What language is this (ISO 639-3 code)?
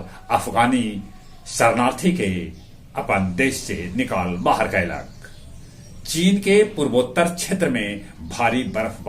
mag